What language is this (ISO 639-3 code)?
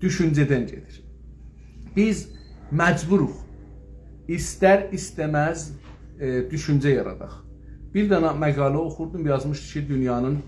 azb